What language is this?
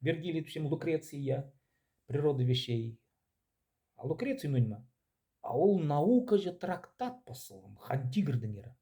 Khakas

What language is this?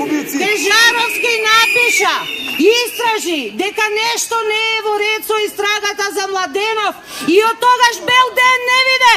Macedonian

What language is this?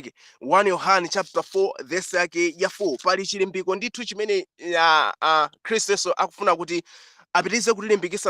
Nyanja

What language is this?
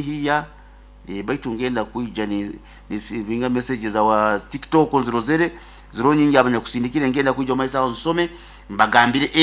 Nyoro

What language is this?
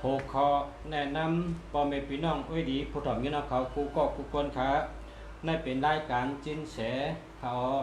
Shan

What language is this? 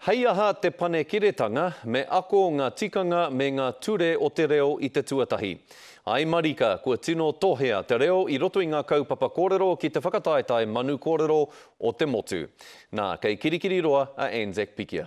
Māori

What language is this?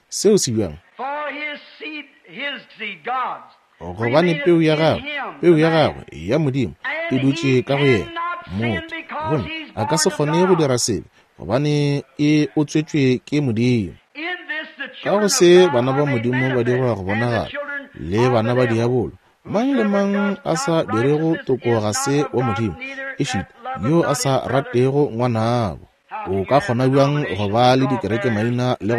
Northern Sotho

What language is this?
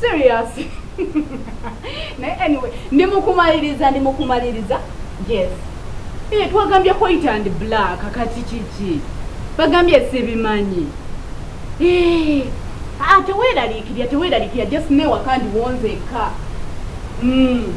Ganda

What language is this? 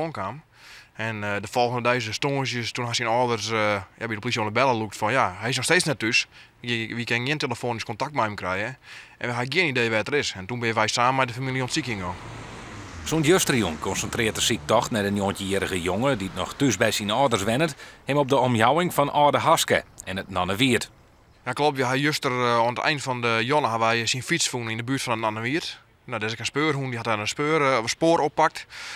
Western Frisian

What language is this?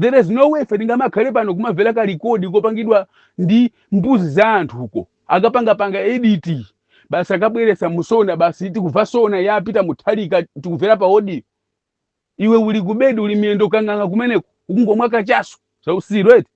Nyanja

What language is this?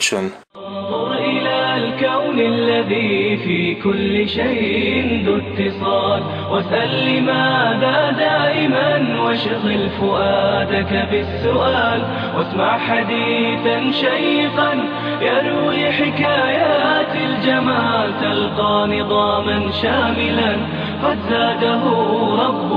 Chechen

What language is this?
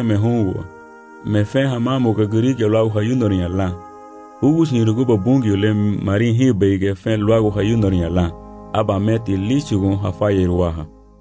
Garifuna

